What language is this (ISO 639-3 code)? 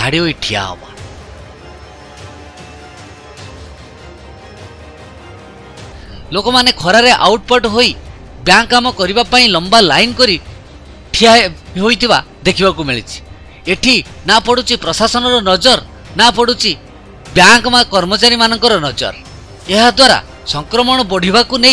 ori